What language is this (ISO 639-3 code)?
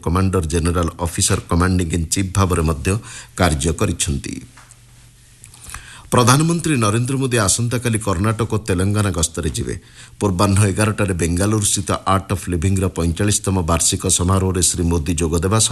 ori